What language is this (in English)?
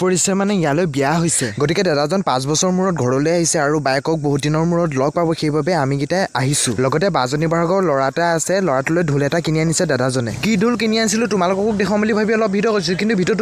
Assamese